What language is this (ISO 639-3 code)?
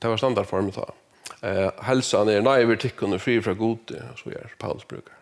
fao